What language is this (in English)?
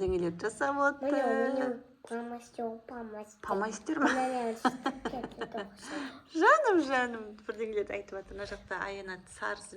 Kazakh